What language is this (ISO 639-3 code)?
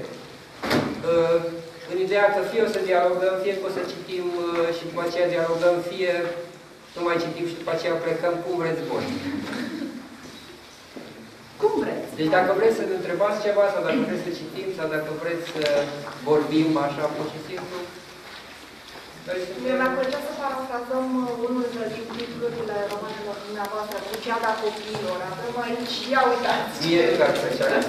ron